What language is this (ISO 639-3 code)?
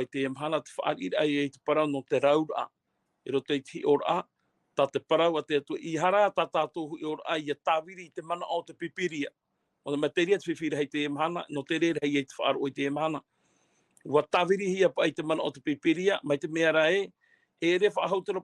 tah